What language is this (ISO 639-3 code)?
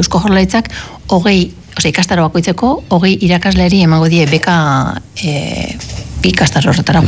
eus